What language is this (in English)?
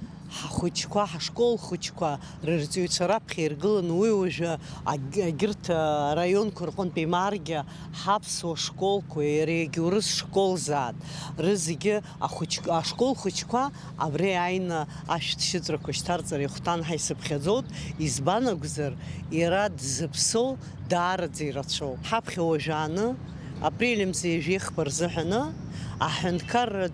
Abkhazian